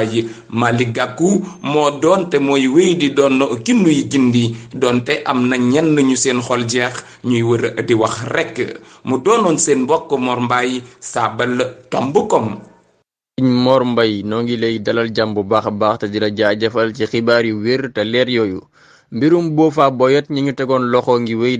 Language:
Wolof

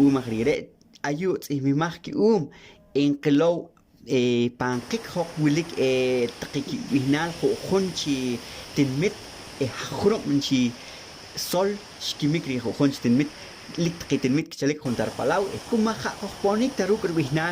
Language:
Poqomchi'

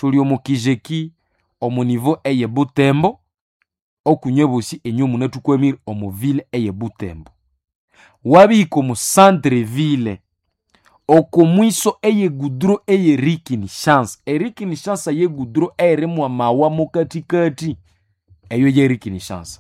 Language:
Nande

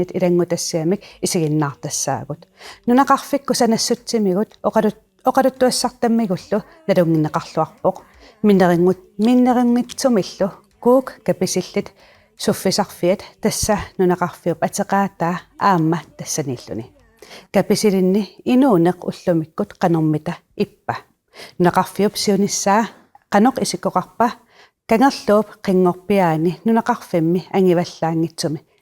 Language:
Kalaallisut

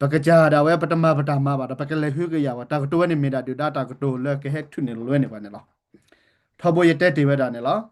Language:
S'gaw Karen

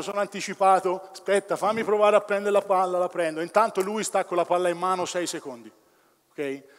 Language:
Italian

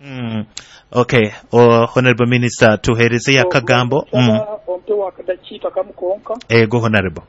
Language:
Nyoro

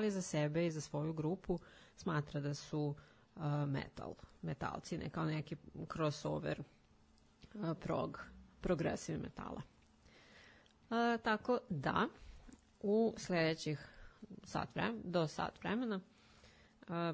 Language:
Serbian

